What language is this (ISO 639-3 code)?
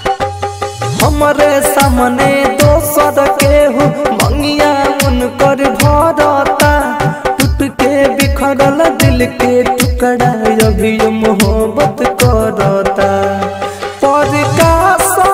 bho